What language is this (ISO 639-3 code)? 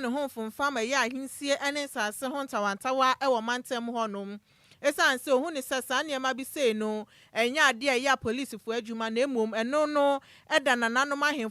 aka